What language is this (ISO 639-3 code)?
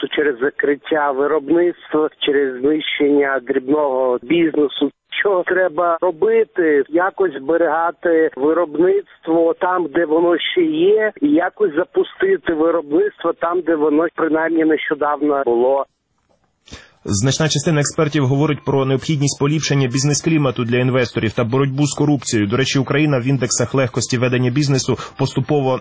ukr